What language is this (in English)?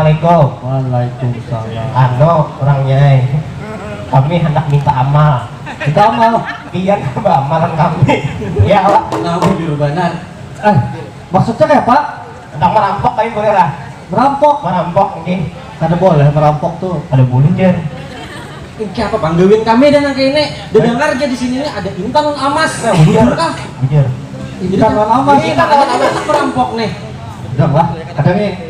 Banjar